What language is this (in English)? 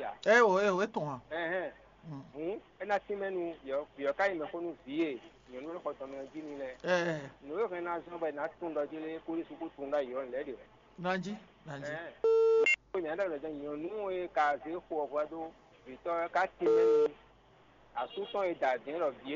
Fon